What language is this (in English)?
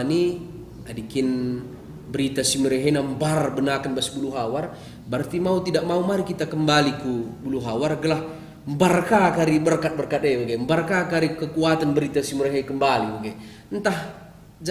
Batak Karo